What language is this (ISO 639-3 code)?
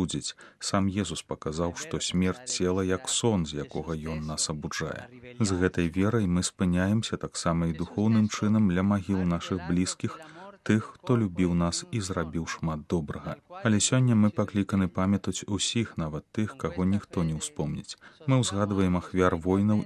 bel